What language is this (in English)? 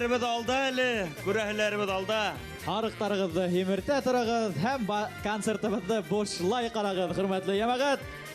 Bashkir